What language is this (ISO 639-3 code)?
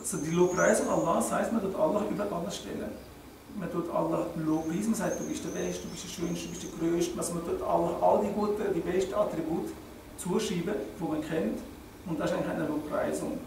gsw